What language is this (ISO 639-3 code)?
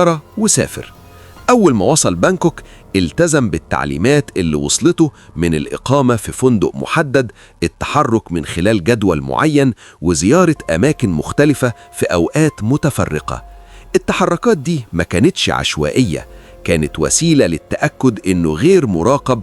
arz